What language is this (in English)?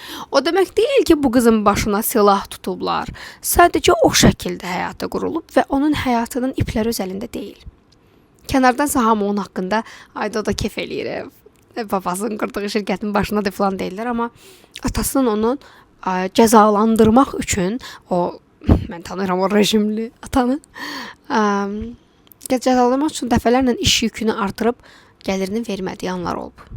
Azerbaijani